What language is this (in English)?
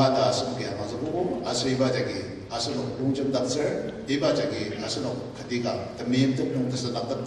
Ao Naga